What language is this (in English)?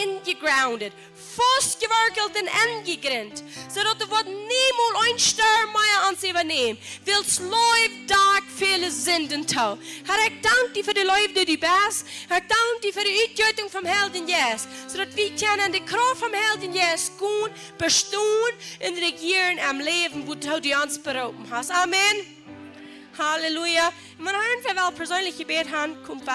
Plautdietsch